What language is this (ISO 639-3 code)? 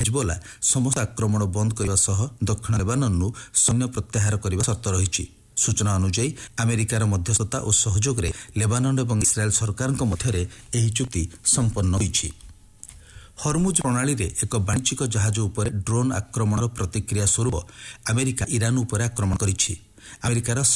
ori